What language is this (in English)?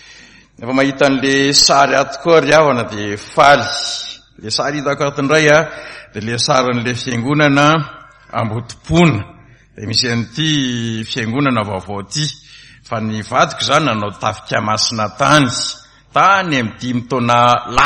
Malagasy